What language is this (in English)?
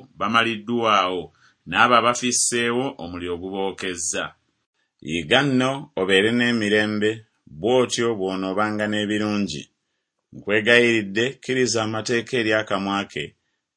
Ganda